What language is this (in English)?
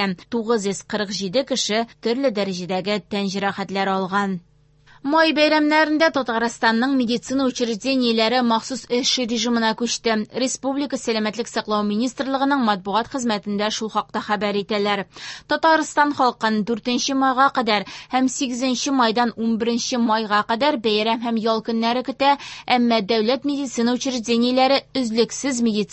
Tatar